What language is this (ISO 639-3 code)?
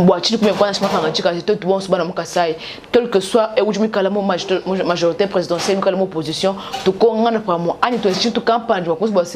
lua